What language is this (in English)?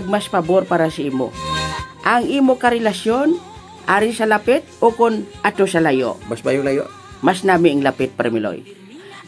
Hiligaynon